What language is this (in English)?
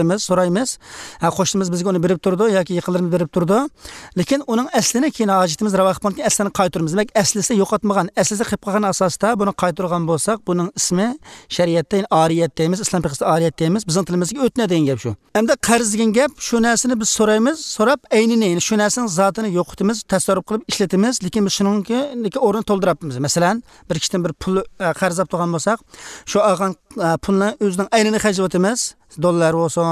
Uyghur